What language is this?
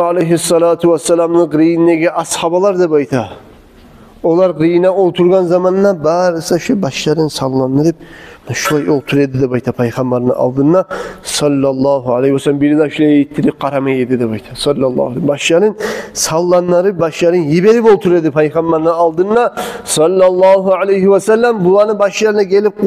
Kumyk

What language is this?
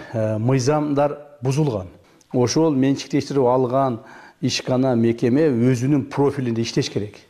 Kyrgyz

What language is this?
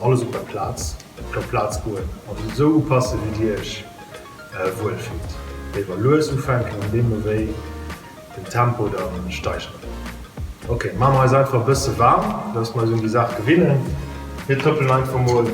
Luxembourgish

